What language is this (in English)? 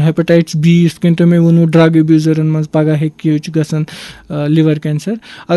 Kashmiri